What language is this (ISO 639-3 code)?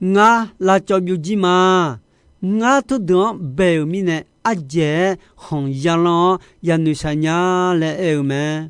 ahk